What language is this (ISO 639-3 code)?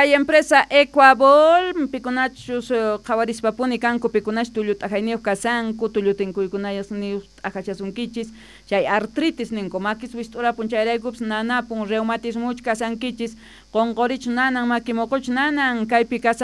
que